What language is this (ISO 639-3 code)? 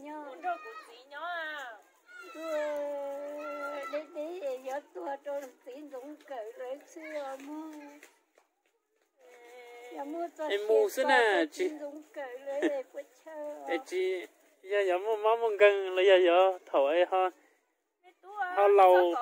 vie